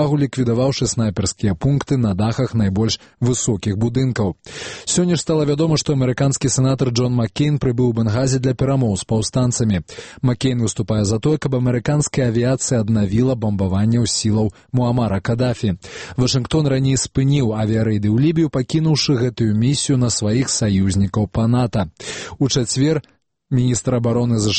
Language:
Belarusian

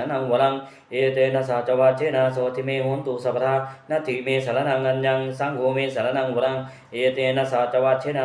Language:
Pali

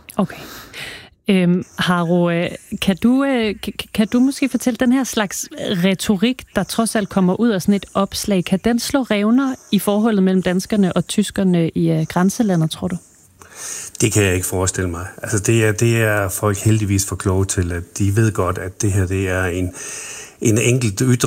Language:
Danish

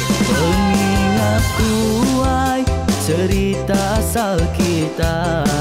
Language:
Iban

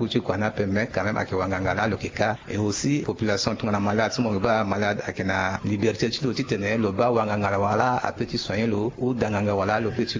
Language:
Sango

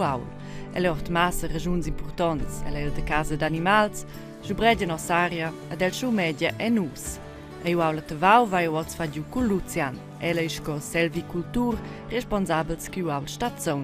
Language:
Romansh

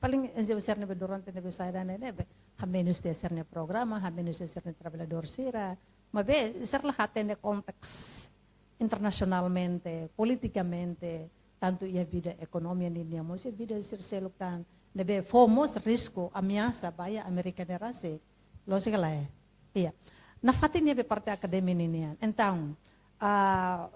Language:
Tetum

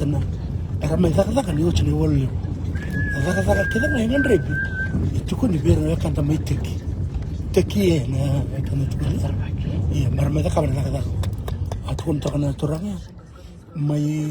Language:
Fijian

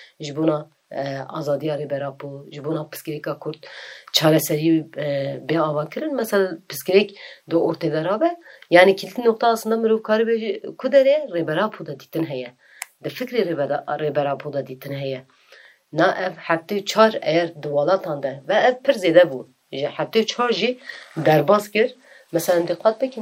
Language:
Kurdish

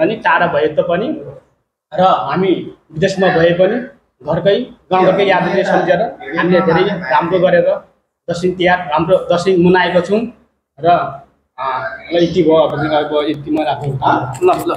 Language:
Nepali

